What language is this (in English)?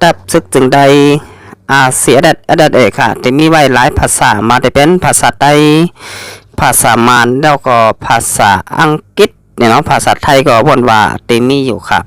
Shan